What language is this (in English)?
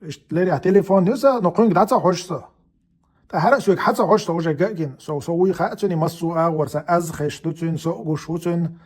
Chechen